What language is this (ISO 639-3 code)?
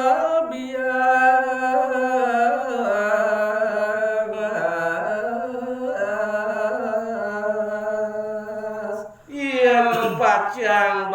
ban